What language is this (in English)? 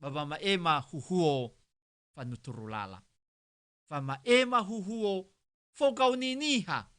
Nias